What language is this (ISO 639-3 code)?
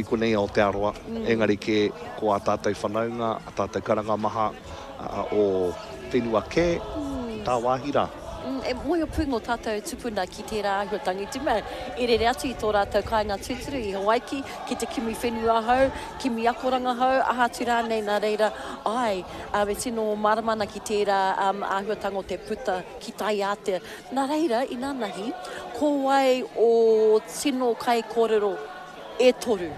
mri